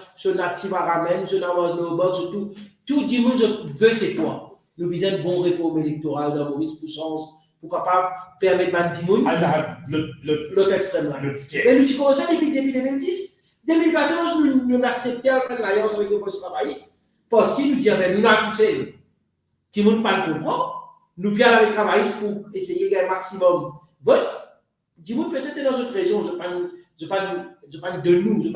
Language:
Morisyen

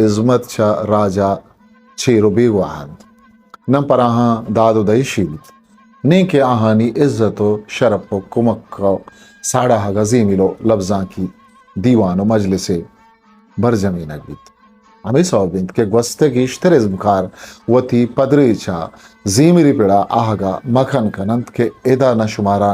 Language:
Eastern Balochi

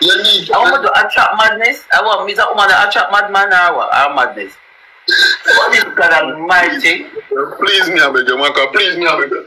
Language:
Jamaican Creole English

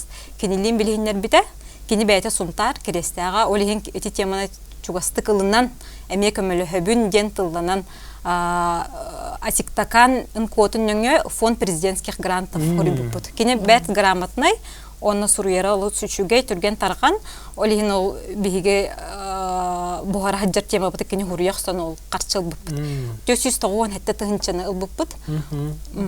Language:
Yakut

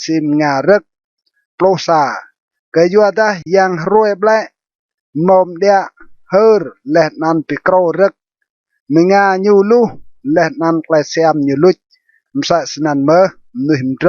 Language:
Rade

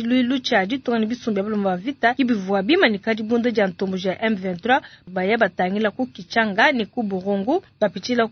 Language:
Luba-Lulua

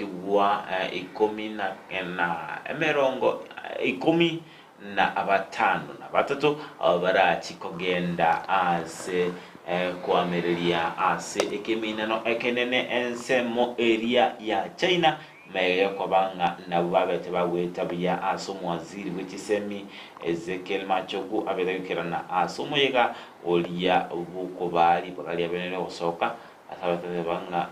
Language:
Gusii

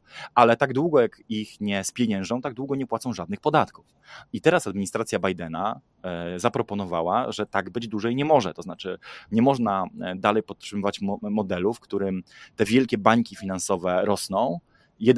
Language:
Polish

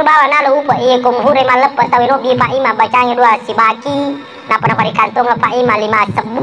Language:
Buginese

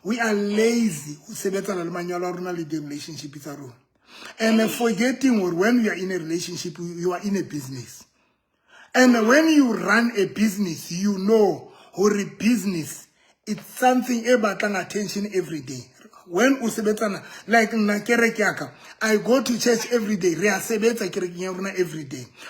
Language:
Southern Sotho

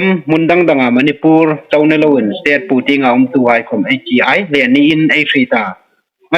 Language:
Hmar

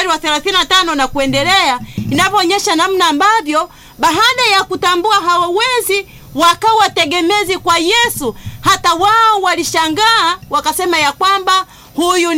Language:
Swahili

